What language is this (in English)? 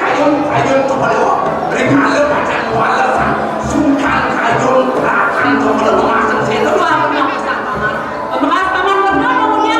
Balinese